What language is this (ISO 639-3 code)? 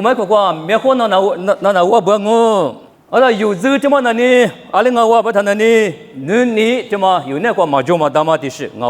lis